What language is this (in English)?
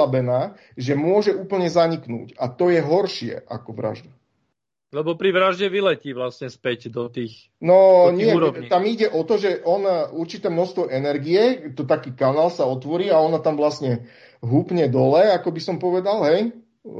Slovak